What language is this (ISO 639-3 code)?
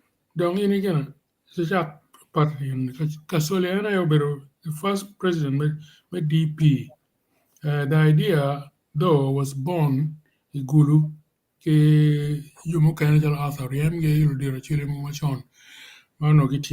ach